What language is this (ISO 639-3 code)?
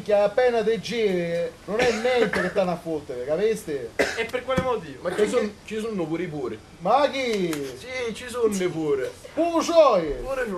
scn